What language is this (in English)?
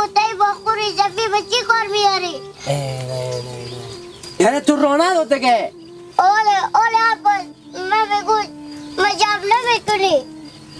Hazaragi